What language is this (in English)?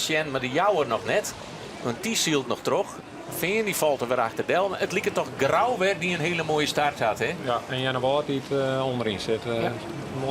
Western Frisian